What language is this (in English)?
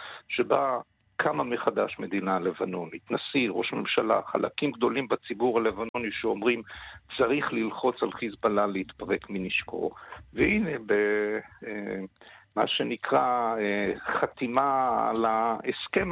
Hebrew